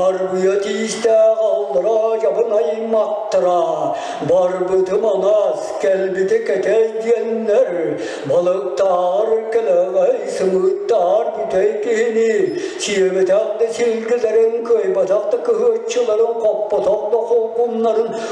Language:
Yakut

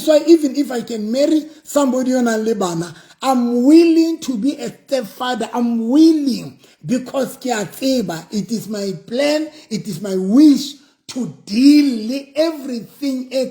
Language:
Southern Sotho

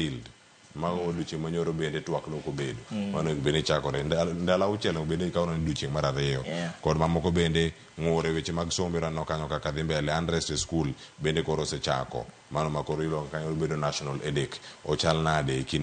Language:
Luo (Kenya and Tanzania)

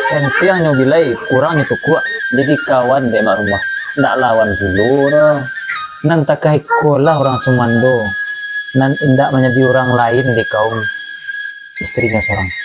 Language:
Minangkabau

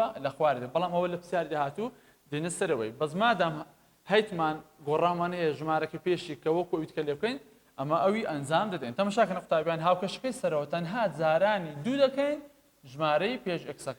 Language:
Central Kurdish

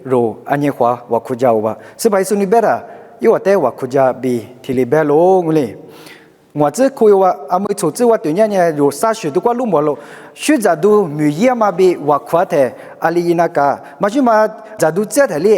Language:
Lisu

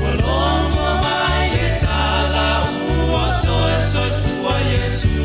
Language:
Samoan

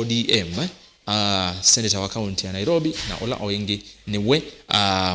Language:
Kamba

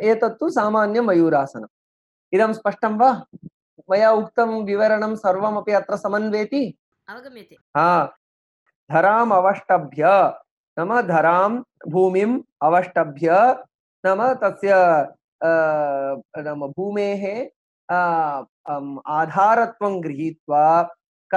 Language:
Sanskrit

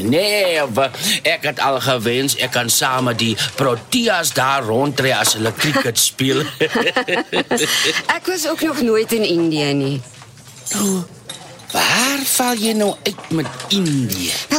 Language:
Afrikaans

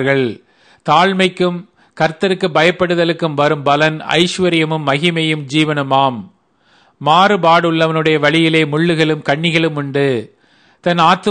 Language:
Tamil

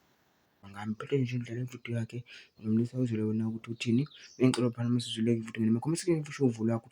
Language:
Zulu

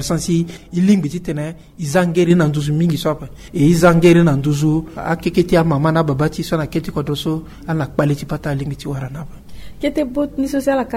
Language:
Sango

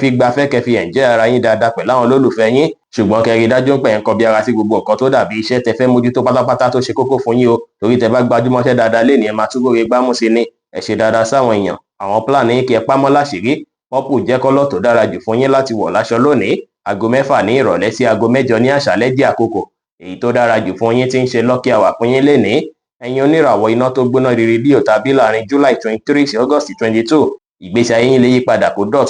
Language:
Yoruba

